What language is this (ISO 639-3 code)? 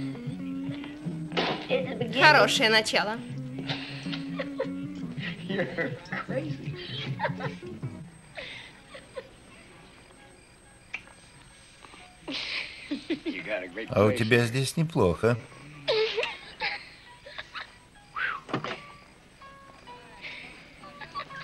rus